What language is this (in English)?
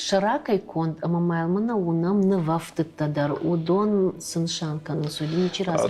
Ossetic